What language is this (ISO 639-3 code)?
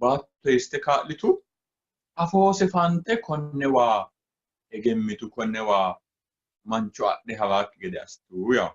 sid